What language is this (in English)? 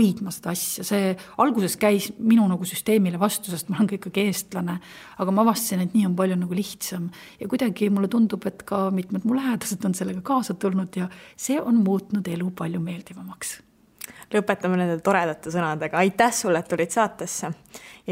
Estonian